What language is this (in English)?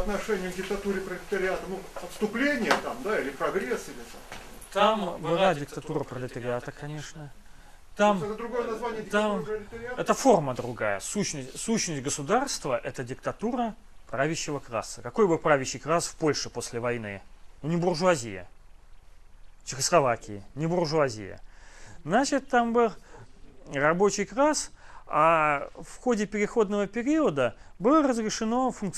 Russian